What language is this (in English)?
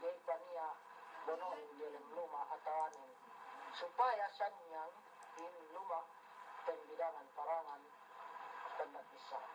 Yakan